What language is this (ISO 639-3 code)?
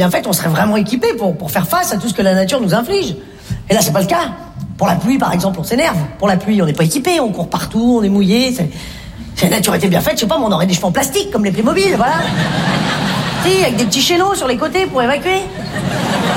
fra